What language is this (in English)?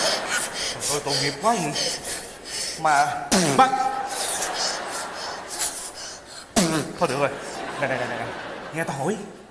Vietnamese